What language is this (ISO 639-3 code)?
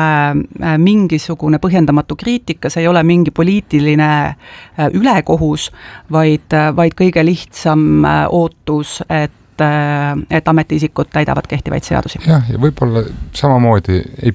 est